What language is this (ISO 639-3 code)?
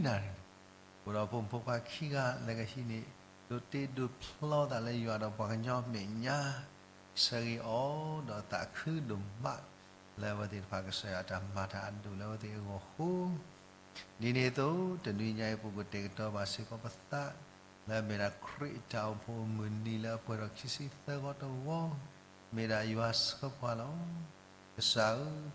ksw